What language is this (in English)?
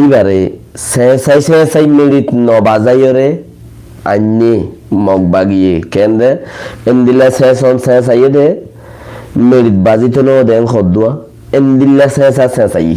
Rohingya